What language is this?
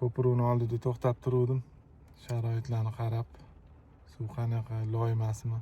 Uzbek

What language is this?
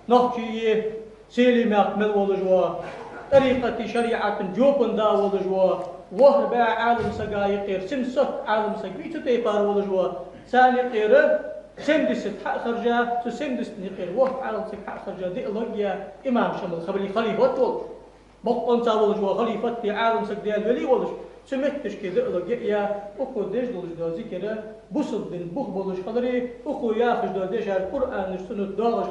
Ingush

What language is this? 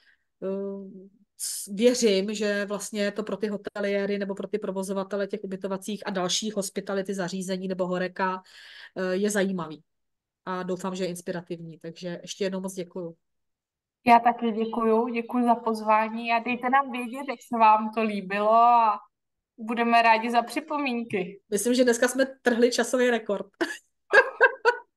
Czech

